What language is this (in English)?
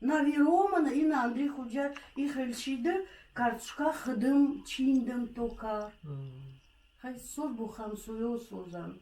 Tajik